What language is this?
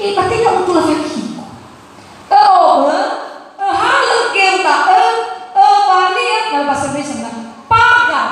Nias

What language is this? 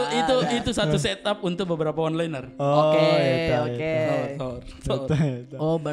Makassar Malay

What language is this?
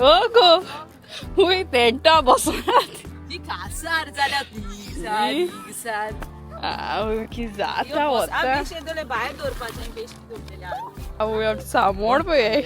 Konkani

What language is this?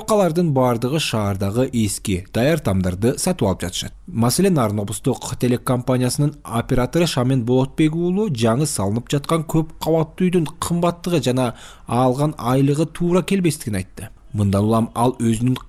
Kyrgyz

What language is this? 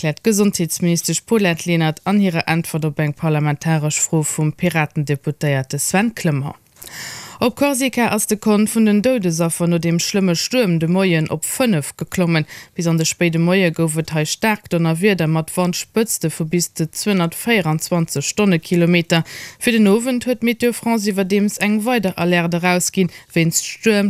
Luxembourgish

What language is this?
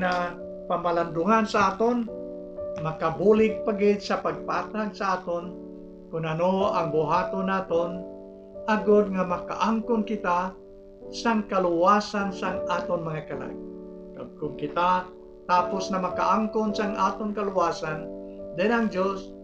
Hiligaynon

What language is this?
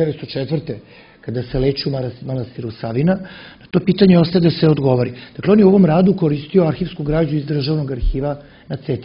Serbian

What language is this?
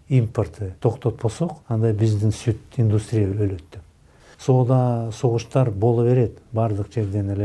Kyrgyz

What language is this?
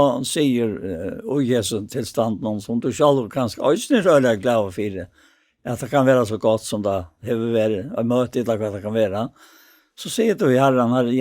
Faroese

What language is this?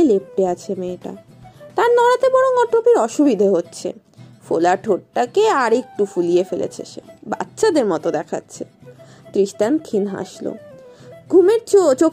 Bangla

